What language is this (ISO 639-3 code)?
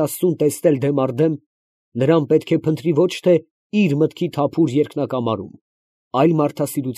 hye